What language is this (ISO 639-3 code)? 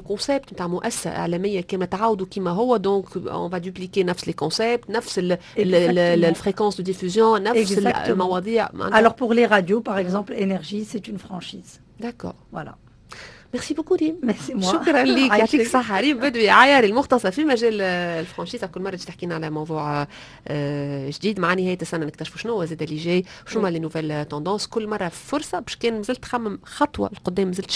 aeb